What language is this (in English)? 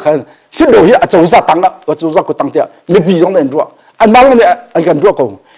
Hakha Chin